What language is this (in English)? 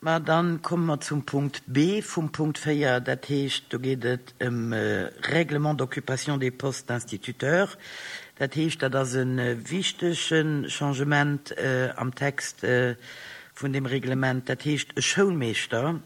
Luxembourgish